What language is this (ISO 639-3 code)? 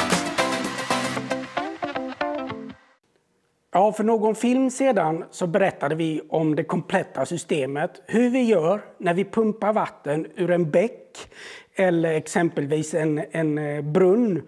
swe